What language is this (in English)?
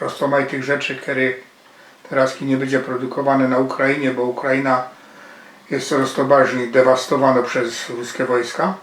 Silesian